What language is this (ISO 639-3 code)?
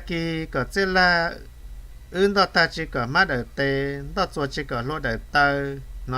hmn